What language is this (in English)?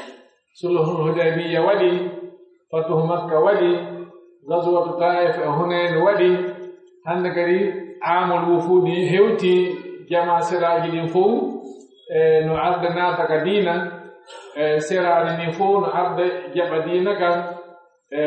Pular